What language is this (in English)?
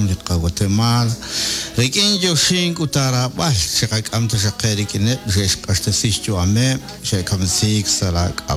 Kekchí